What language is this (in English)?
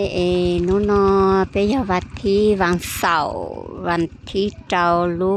Hmong